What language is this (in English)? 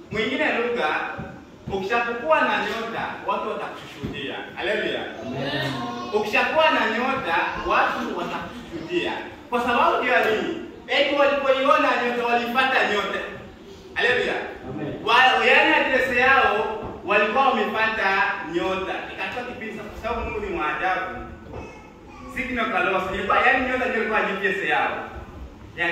Swahili